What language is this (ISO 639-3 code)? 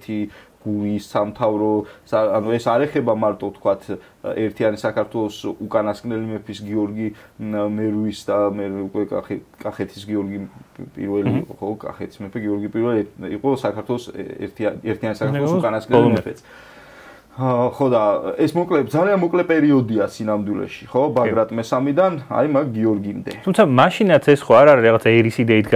kat